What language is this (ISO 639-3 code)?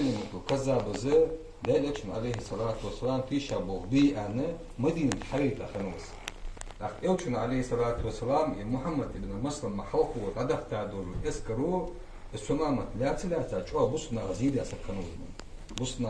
inh